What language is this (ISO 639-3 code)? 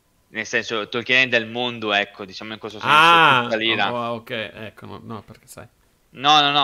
ita